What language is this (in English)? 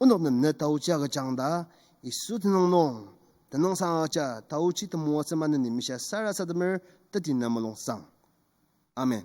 Ao Naga